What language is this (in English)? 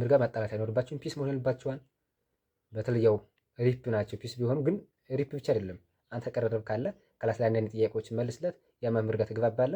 Amharic